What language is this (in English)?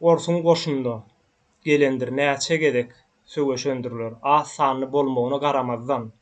Turkmen